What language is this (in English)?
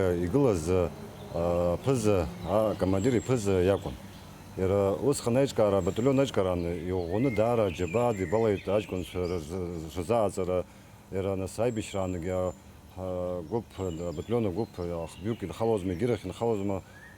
Abkhazian